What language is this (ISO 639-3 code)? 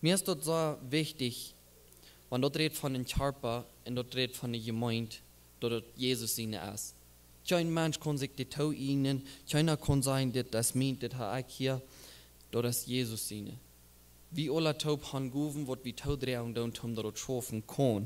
pdt